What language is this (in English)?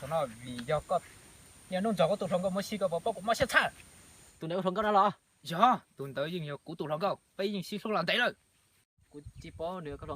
Hmong